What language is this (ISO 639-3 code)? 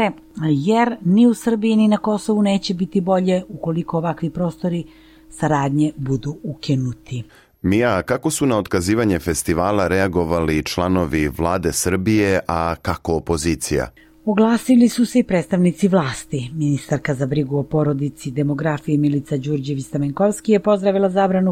srp